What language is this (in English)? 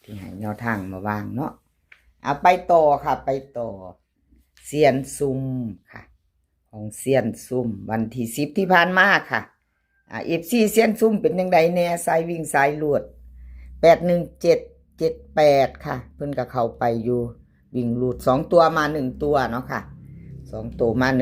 Lao